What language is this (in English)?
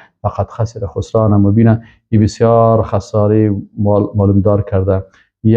Persian